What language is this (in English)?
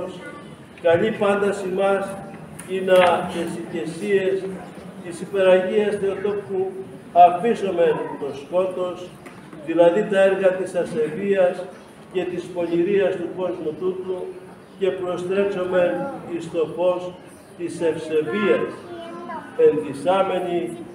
Greek